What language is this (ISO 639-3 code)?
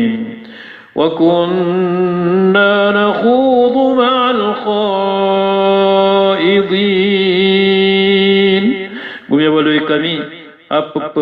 mrw